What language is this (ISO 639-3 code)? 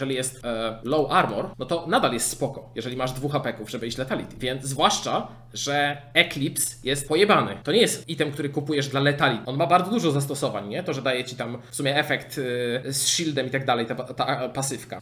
pol